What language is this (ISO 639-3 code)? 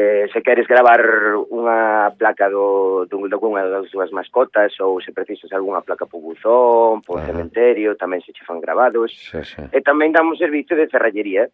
glg